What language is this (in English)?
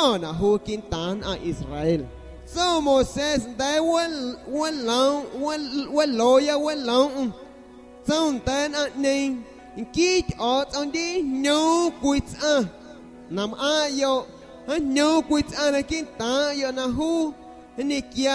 San Pedro Amuzgos Amuzgo